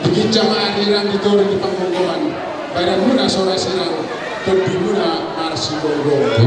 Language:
Batak Toba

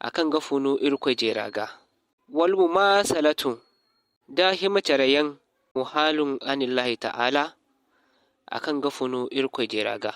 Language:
Zarma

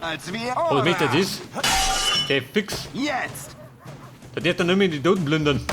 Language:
Bavarian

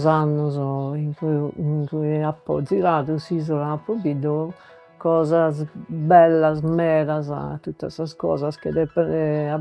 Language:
Sardinian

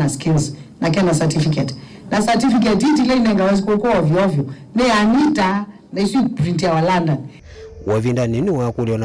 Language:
Kamba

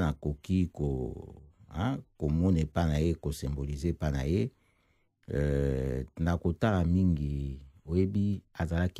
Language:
Lingala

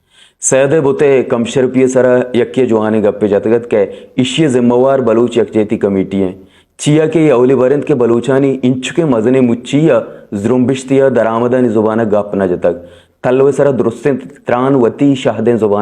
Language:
Baluchi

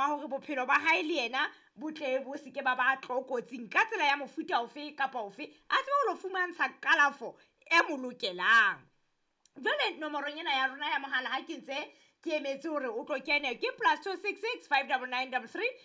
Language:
Southern Sotho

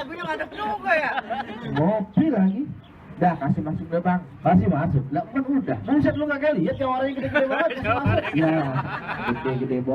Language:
Betawi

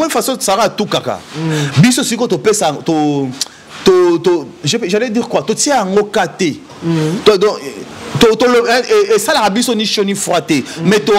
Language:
Lingala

